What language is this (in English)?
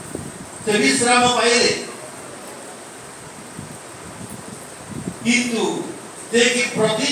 Odia